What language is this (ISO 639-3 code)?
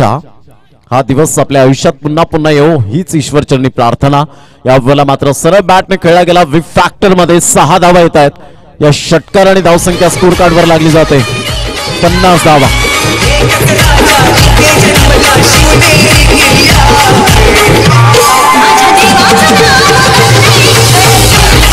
mar